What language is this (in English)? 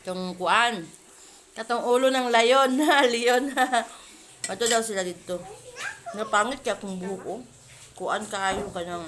Cebuano